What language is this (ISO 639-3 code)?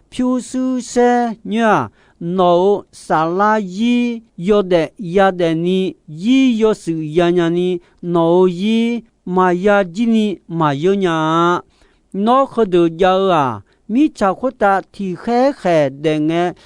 ahk